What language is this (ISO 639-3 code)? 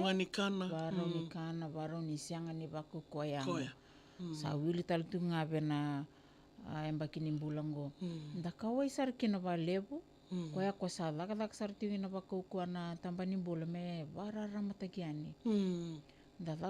fij